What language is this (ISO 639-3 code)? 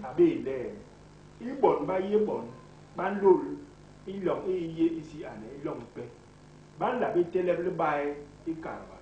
bas